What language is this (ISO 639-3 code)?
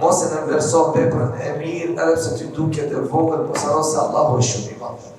sqi